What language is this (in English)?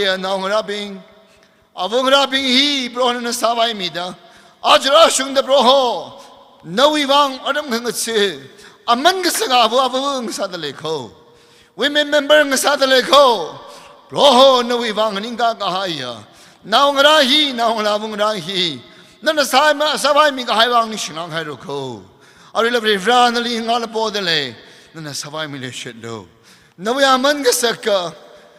Tangkhul Naga (India)